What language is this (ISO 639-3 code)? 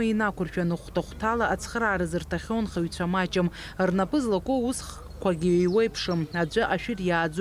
abk